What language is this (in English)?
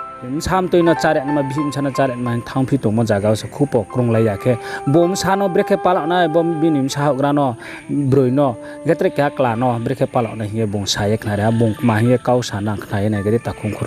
Riang (India)